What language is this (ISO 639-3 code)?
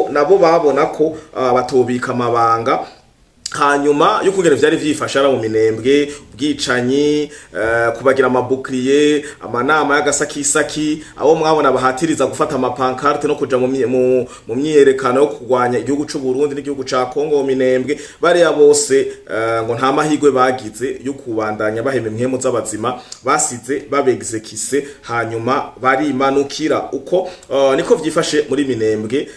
run